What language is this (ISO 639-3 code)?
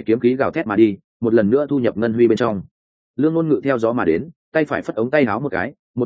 vie